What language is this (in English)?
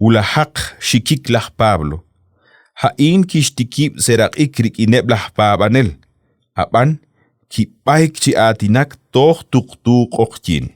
Kekchí